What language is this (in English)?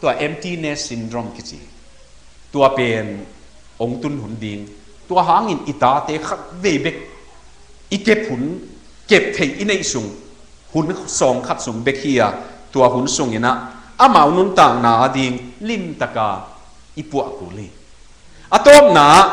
Tedim Chin